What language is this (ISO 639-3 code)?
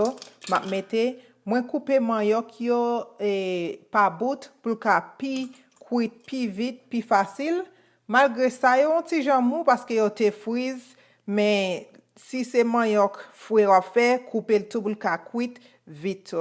hat